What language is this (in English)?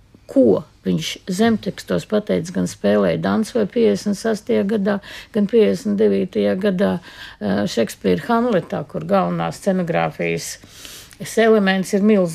Latvian